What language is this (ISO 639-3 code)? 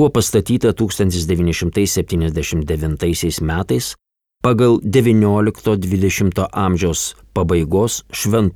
lit